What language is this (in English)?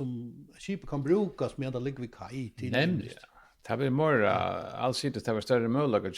Faroese